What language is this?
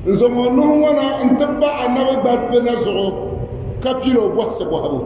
Dagbani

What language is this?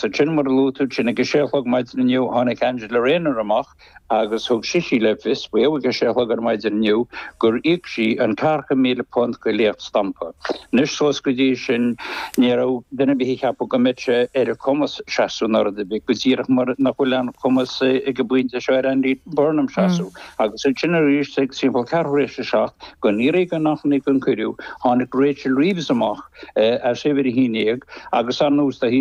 Irish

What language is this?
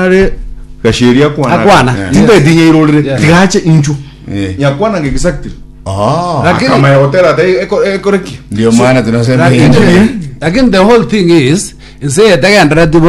Gusii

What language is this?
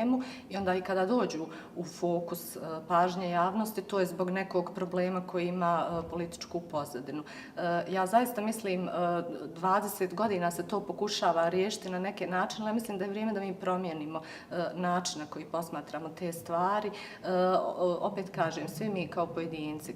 Bosnian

